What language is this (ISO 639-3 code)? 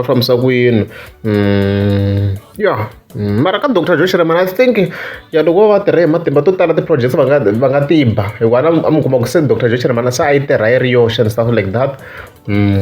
tso